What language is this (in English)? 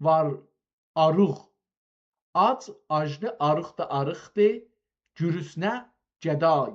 South Azerbaijani